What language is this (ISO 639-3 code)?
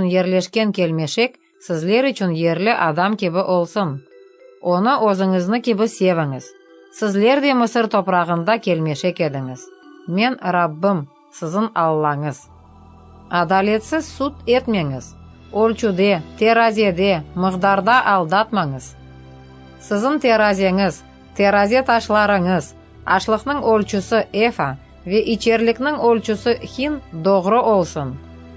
crh